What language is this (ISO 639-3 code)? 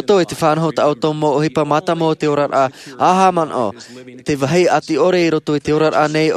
tah